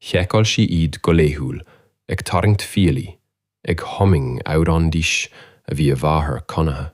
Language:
Irish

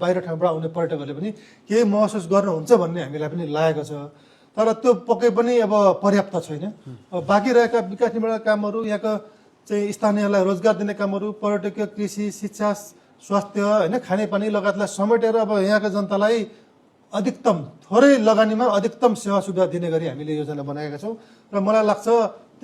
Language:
Nepali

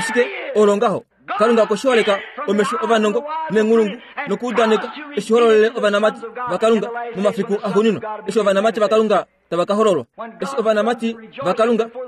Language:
Kuanyama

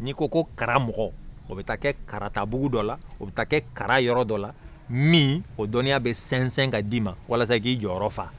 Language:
Bambara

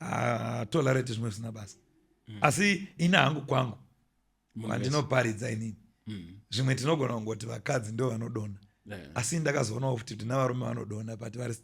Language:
Shona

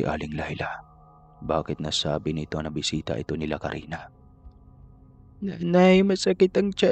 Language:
Filipino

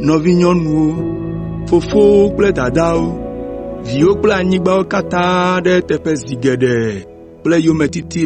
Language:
Ewe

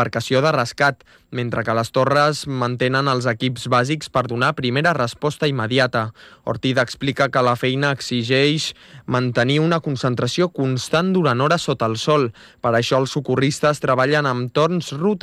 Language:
Catalan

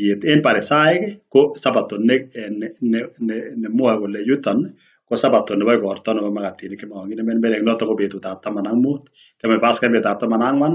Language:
Kalenjin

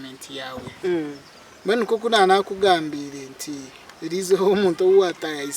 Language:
Nyankole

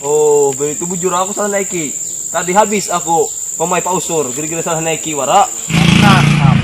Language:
Banjar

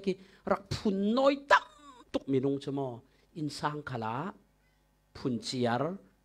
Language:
Falam Chin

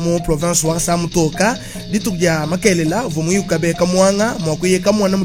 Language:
Luba-Lulua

